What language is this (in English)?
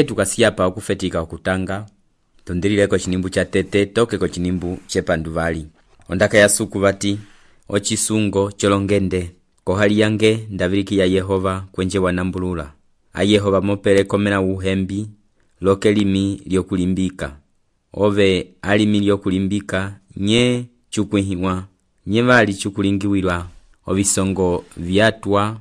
Umbundu